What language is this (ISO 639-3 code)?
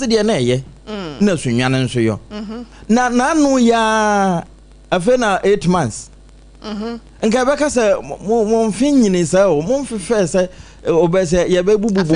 aka